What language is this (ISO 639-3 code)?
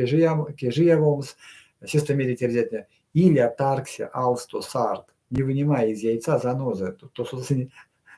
myv